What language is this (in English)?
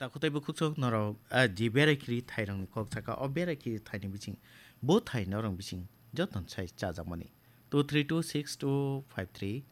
Kok Borok